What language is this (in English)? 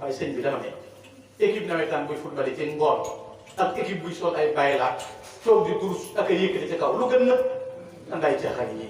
Wolof